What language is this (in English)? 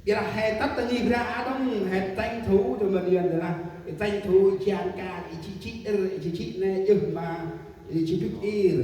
Central Mnong